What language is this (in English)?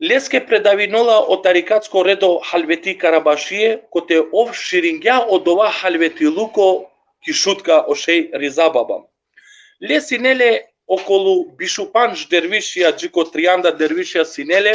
Balkan Romani